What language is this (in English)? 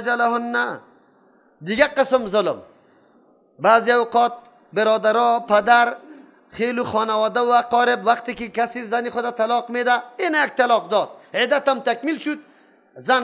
Persian